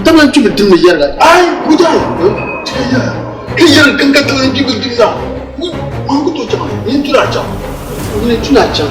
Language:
Dagbani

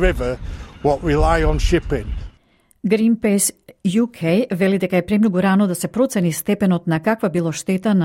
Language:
Macedonian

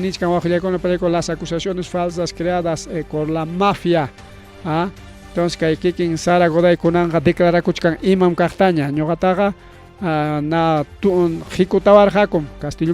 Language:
Ayacucho Quechua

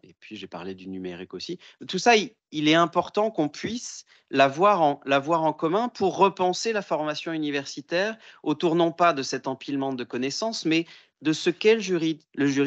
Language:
French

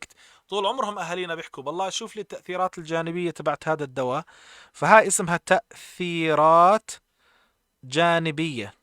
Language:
North Levantine Arabic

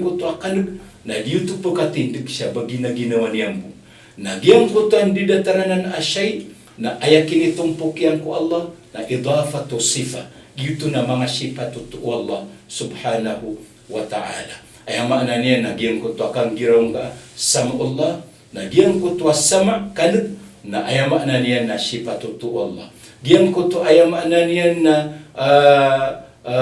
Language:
Maranao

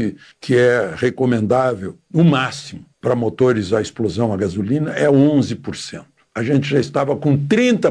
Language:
Portuguese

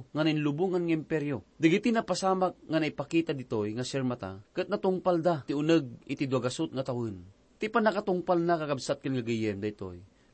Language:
Iloko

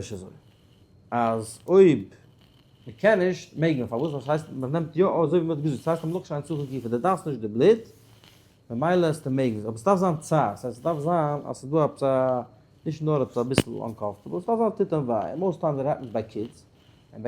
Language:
Yiddish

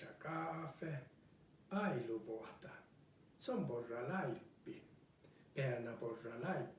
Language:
Northern Sami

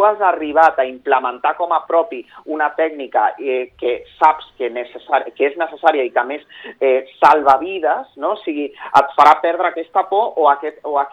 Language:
Catalan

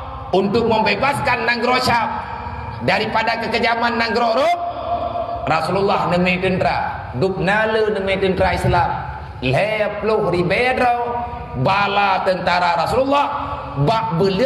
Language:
Achinese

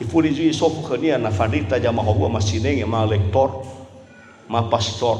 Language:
Nias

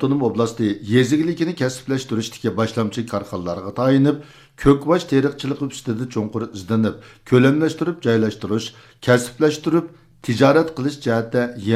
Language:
Uyghur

